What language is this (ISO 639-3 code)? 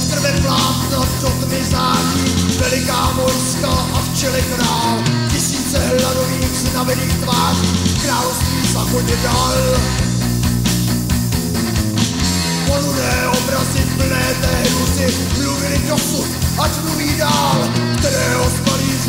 ces